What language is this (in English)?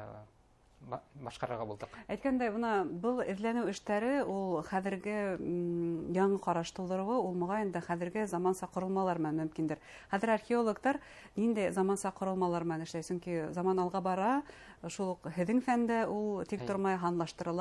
Bashkir